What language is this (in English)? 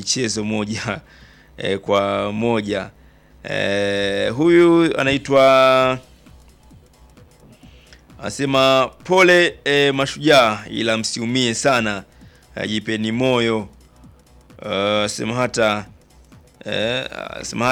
Swahili